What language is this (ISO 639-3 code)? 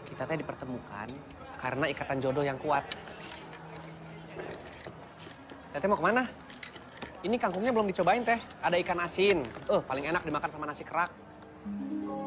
ind